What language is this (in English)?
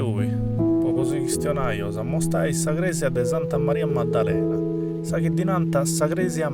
Sardinian